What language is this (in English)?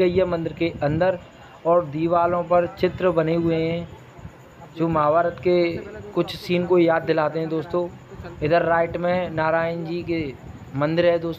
Hindi